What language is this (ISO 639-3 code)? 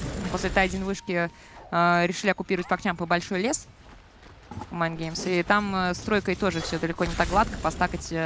rus